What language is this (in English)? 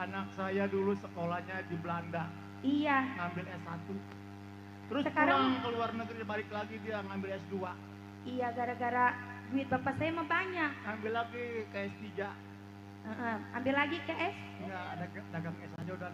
Betawi